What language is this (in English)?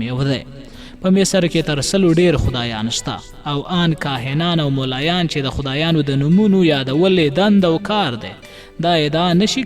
Pashto